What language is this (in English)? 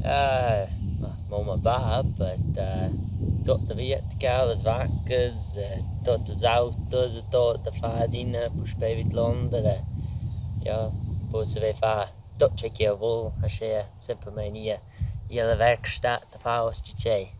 Romansh